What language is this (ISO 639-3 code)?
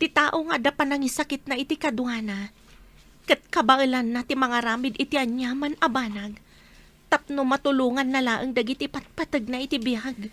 ilo